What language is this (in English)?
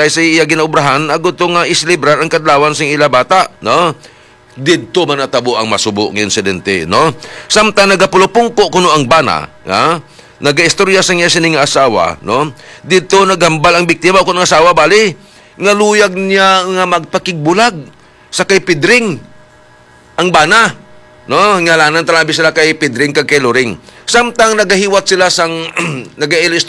Hiligaynon